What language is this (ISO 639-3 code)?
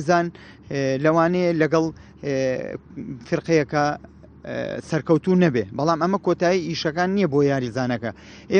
ckb